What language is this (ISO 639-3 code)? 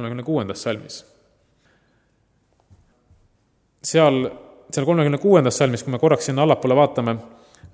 est